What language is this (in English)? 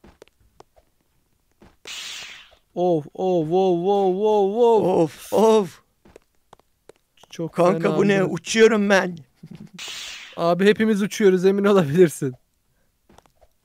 Turkish